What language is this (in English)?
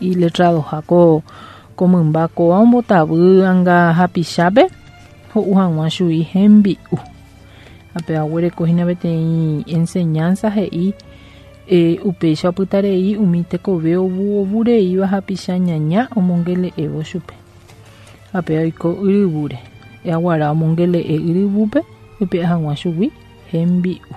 Guarani